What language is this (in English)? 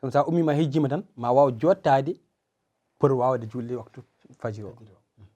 Fula